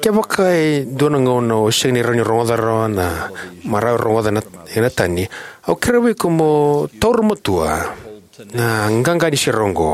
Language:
Fijian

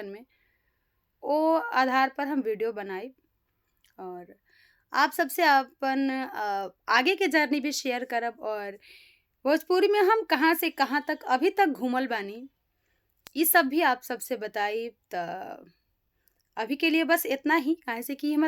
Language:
Bhojpuri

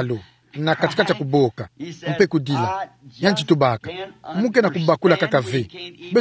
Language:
Kituba (Democratic Republic of Congo)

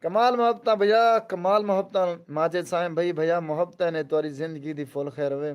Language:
Saraiki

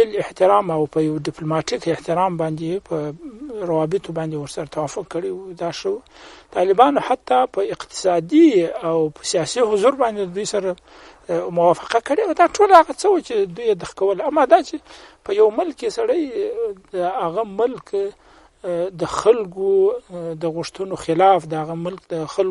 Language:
Pashto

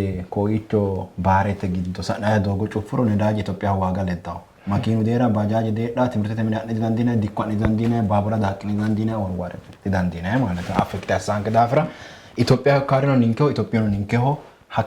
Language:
Sidamo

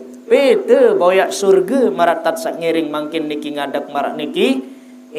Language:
Sasak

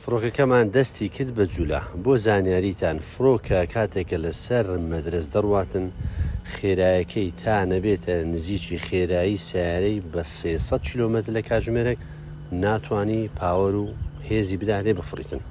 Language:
Central Kurdish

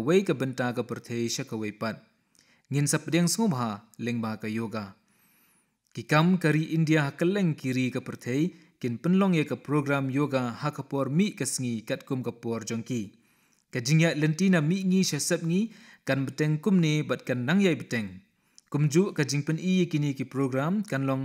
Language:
Khasi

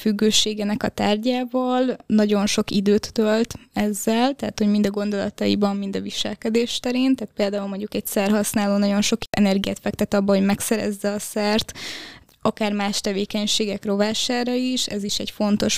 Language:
Hungarian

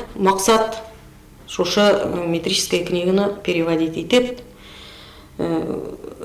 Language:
Bashkir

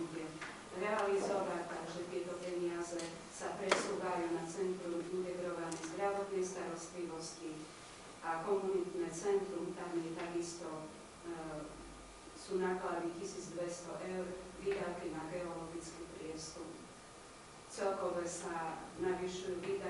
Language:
Slovak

